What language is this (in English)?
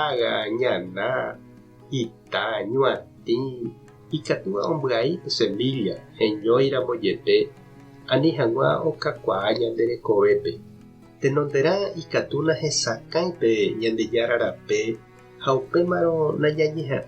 Guarani